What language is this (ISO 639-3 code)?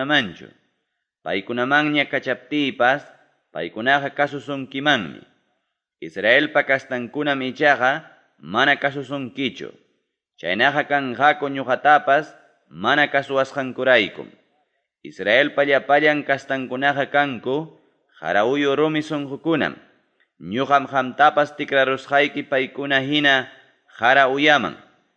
quy